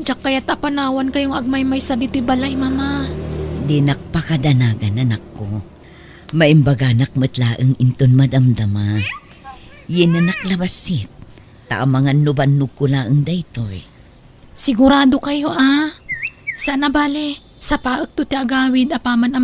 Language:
Iloko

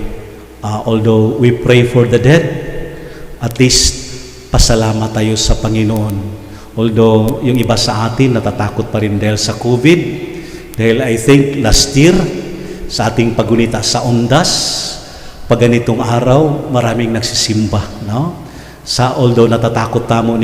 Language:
Pampanga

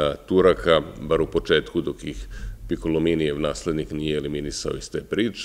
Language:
Serbian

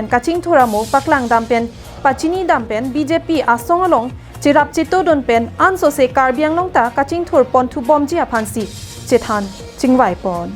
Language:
Karbi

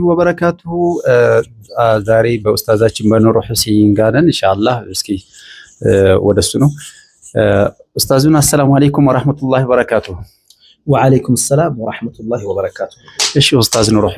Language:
Amharic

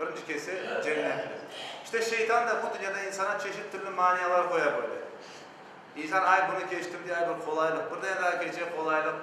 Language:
Crimean Tatar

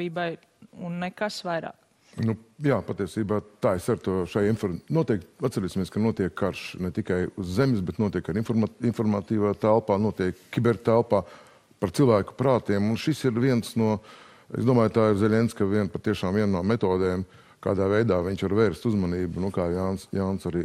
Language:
Latvian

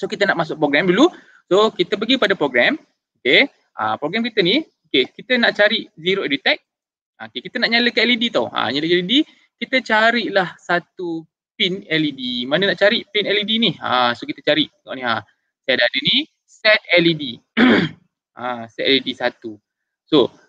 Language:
Malay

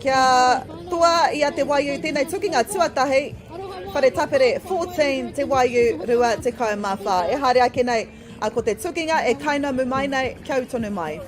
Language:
Māori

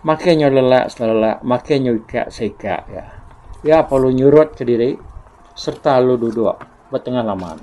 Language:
Iban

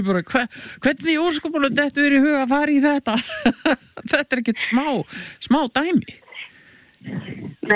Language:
Icelandic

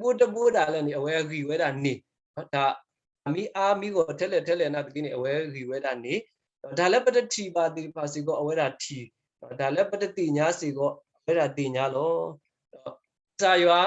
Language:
S'gaw Karen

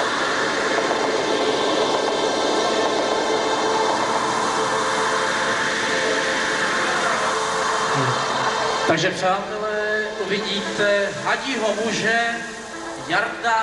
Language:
Czech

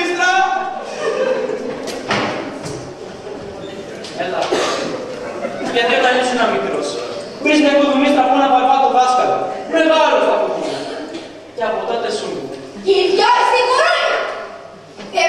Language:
Greek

